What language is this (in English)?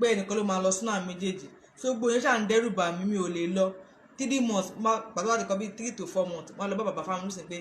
Yoruba